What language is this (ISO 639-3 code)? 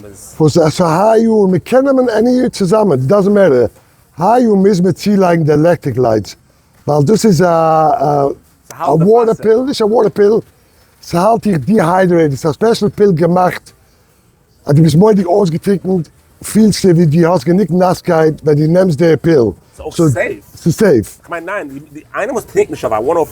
yid